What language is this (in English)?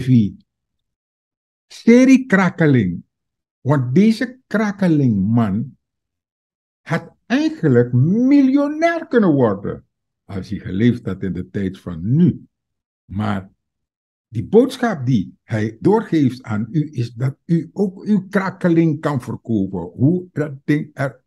Dutch